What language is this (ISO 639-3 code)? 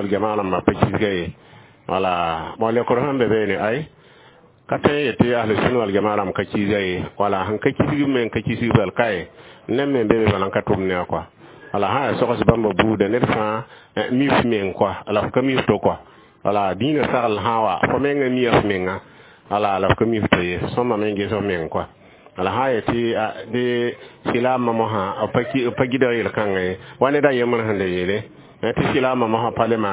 mos